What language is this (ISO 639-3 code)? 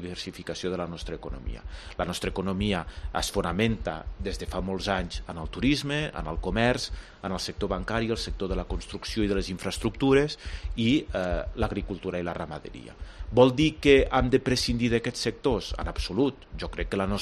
cat